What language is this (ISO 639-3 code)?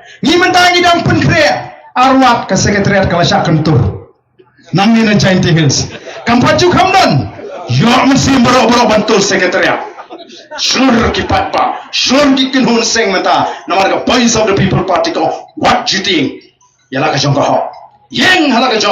kha